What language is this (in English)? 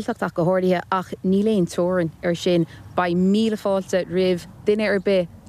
Irish